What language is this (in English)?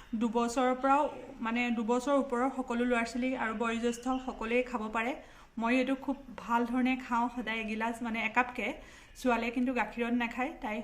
Assamese